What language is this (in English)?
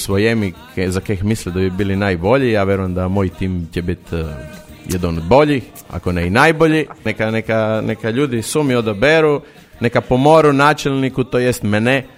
Croatian